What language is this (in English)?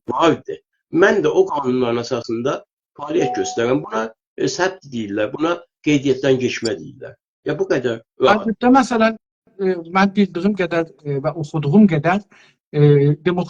South Azerbaijani